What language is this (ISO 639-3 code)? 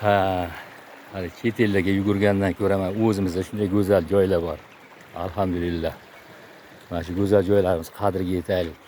uzb